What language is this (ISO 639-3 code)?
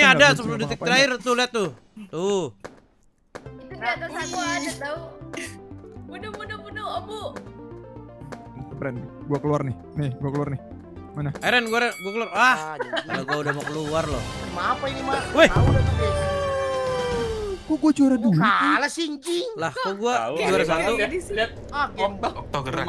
ind